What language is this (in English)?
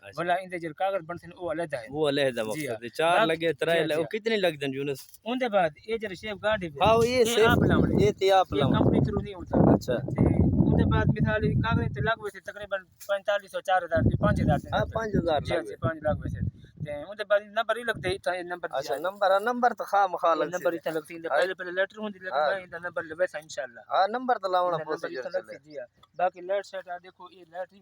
Saraiki